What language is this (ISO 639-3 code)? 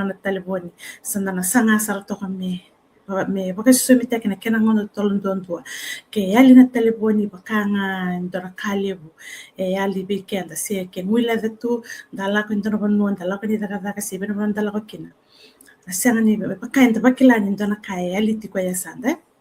fij